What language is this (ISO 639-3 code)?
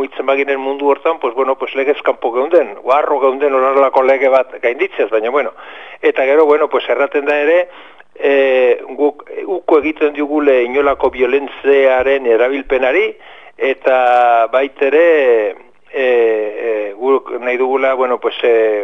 eus